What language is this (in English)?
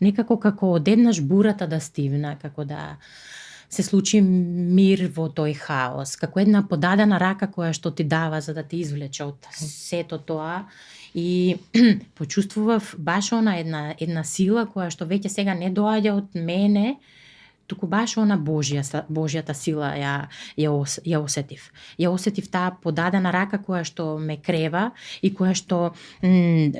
Macedonian